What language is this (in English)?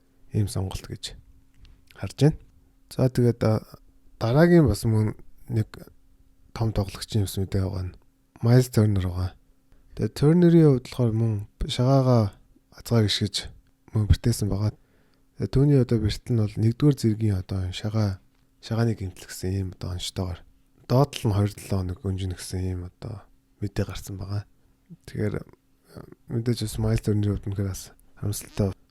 Mongolian